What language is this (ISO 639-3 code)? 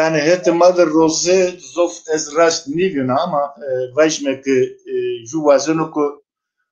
zza